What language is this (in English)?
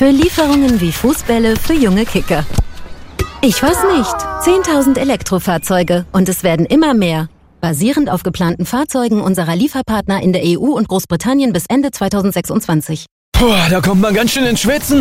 German